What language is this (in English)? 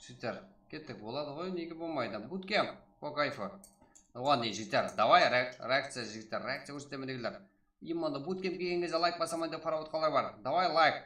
Kara-Kalpak